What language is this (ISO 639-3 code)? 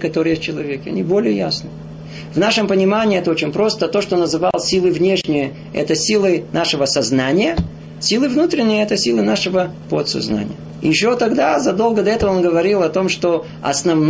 rus